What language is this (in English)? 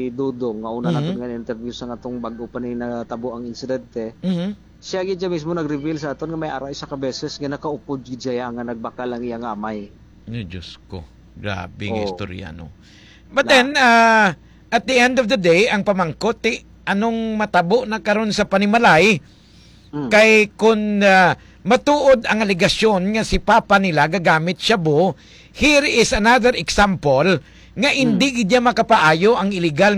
Hiligaynon